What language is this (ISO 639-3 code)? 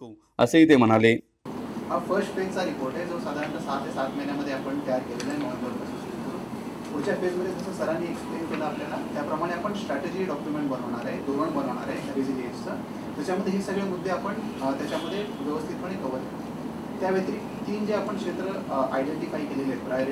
mar